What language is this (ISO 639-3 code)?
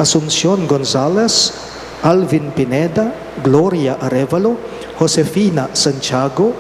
pam